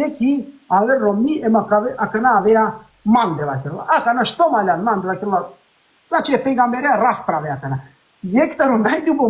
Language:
Balkan Romani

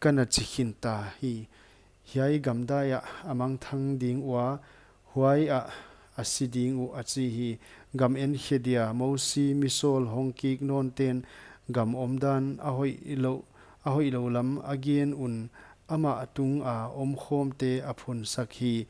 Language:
Paite Chin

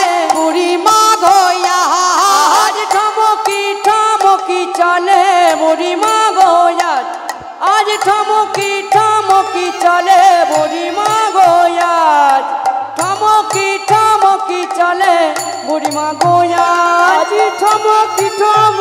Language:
Bangla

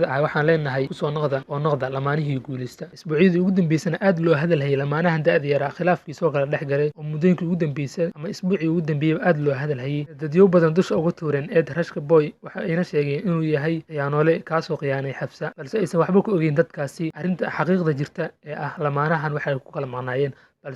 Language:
Somali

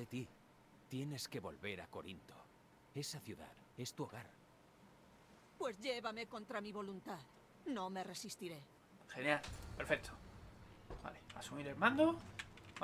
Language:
Spanish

